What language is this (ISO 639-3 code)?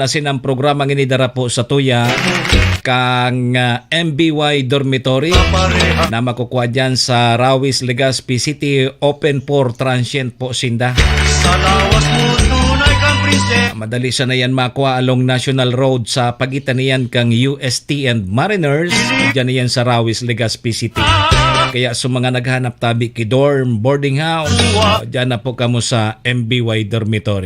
bik